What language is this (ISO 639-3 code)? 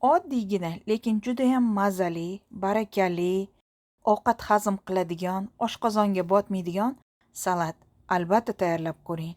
uzb